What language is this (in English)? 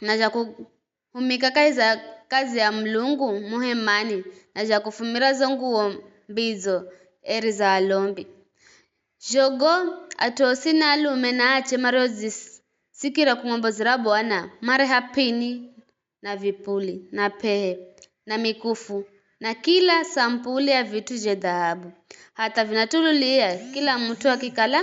Giryama